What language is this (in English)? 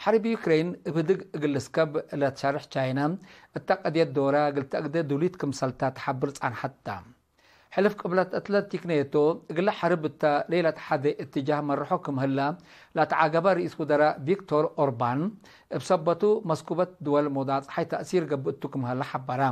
Tigre